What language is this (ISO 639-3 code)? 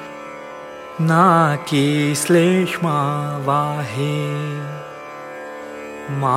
mar